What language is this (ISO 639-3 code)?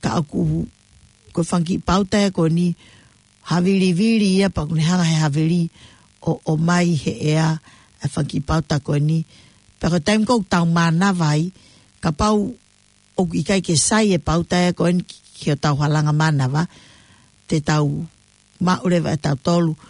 ton